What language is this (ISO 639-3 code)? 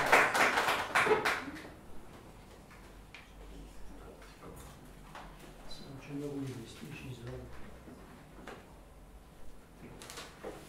bul